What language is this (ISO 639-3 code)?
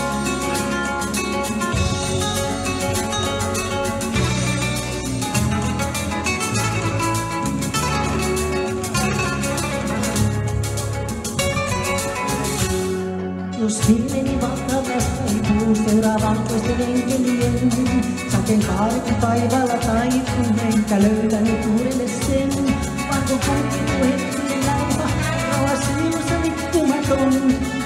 fin